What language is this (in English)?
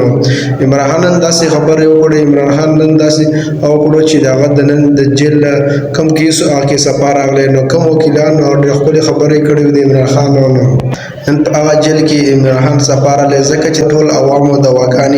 Pashto